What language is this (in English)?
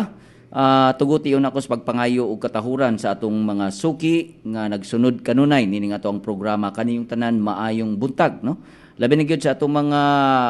Cebuano